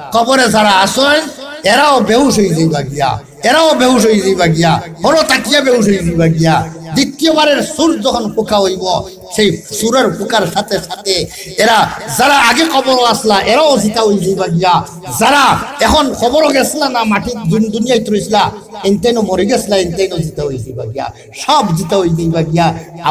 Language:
Sylheti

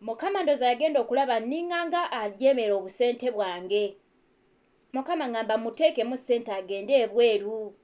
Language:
Ganda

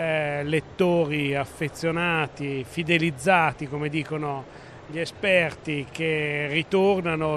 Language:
Italian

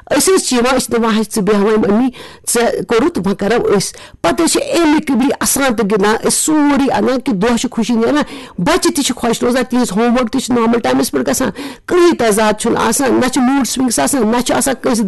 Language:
Kashmiri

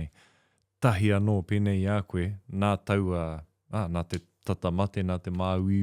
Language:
Māori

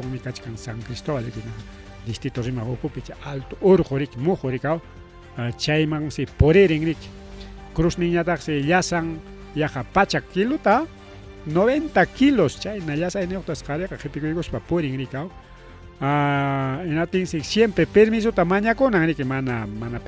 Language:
Ayacucho Quechua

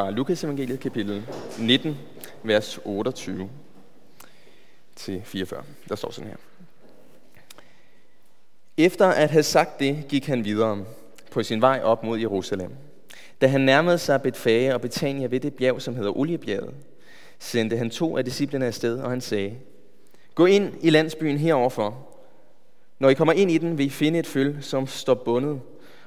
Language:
Danish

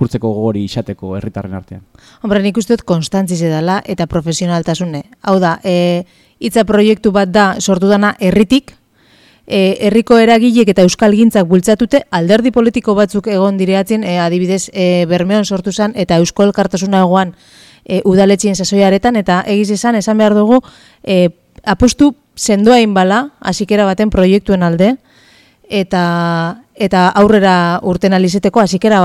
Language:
Basque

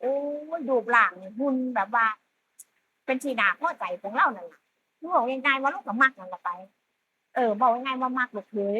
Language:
Northeastern Thai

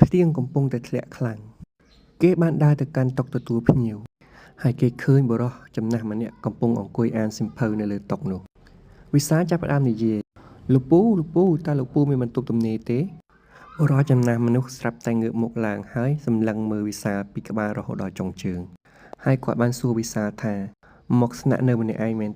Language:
Khmer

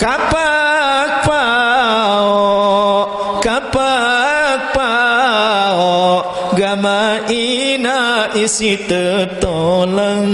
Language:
Sasak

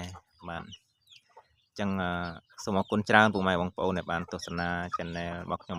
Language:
Khmer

